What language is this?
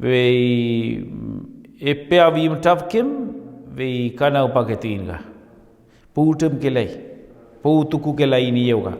Mapuche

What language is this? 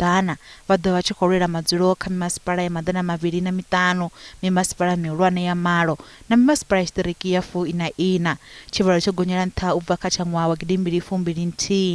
Venda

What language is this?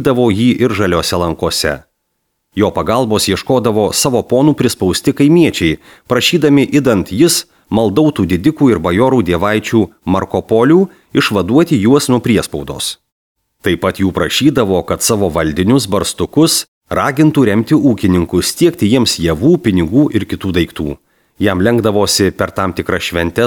Lithuanian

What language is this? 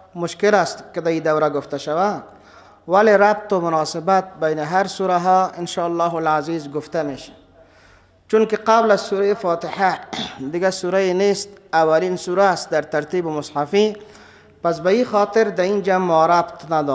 Persian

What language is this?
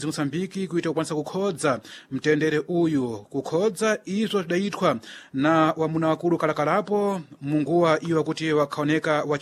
Sena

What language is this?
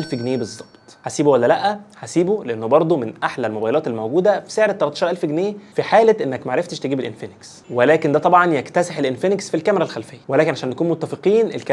Egyptian Arabic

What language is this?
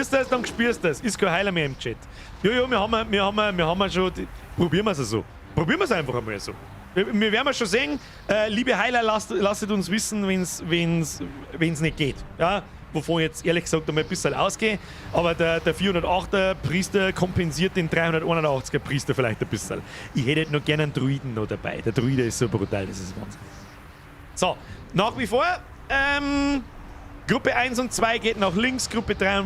Bavarian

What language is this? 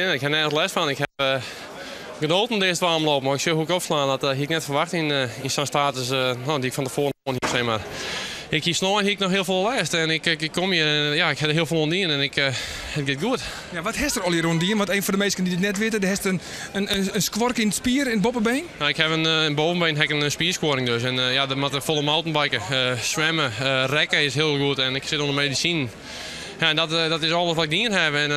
Western Frisian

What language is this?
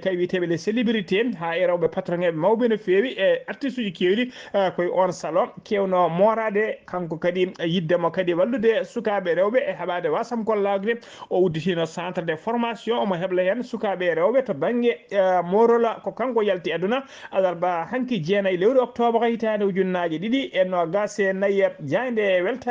Fula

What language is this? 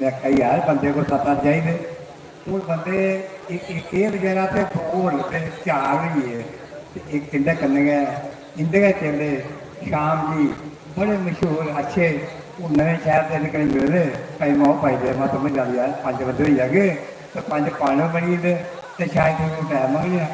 Dogri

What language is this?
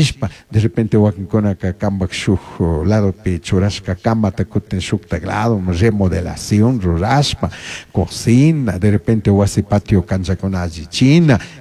Chimborazo Highland Quichua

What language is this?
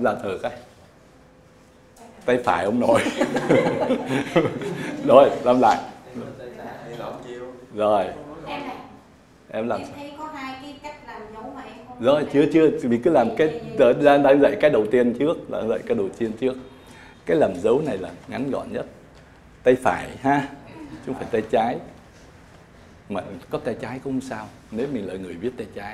Vietnamese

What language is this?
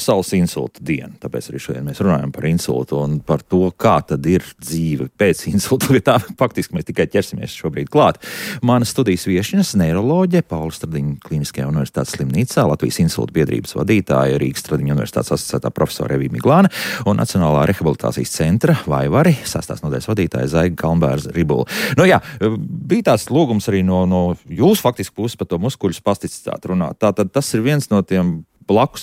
Latvian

